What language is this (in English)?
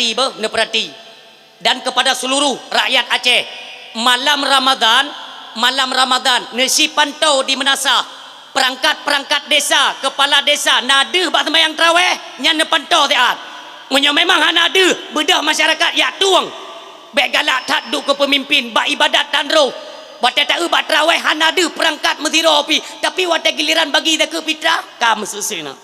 Achinese